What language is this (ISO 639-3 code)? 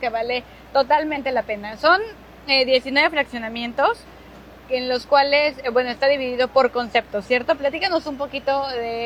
spa